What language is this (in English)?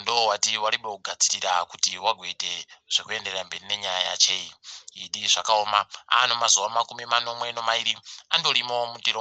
Ndau